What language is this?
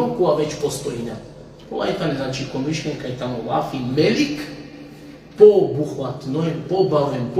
Balkan Romani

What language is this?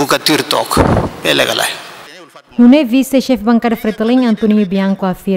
Tetum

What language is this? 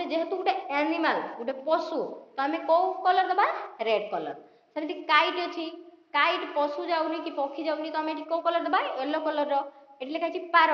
Odia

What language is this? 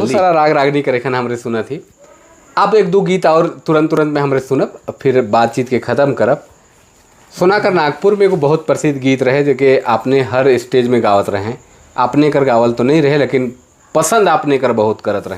Sadri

